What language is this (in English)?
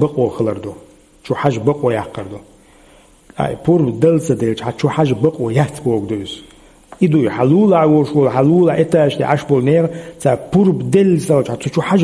Chechen